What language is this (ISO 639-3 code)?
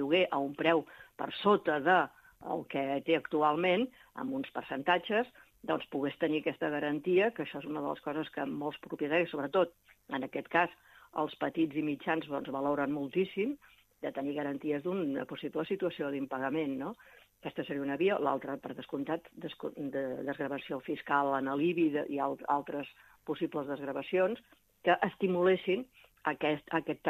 cat